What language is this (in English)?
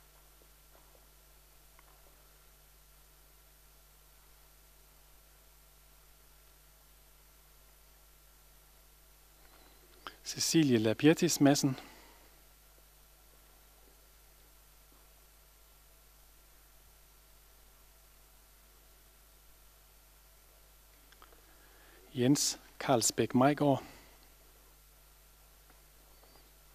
Danish